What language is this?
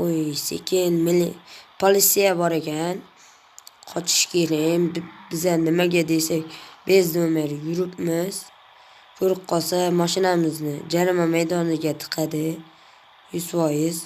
Uzbek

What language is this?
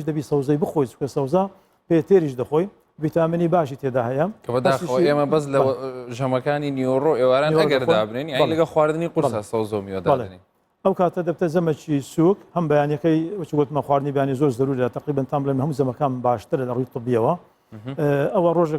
Central Kurdish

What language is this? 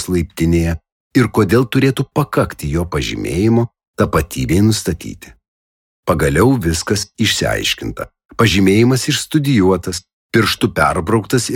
Lithuanian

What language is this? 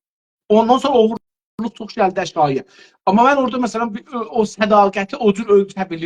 South Azerbaijani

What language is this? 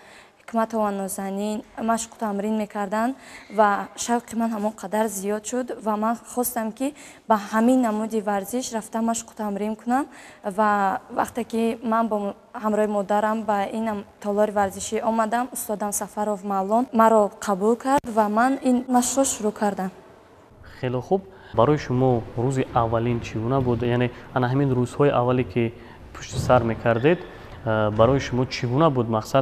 Tajik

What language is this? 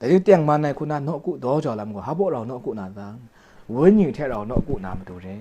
Kachin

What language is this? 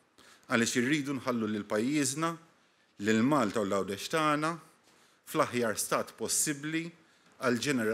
Maltese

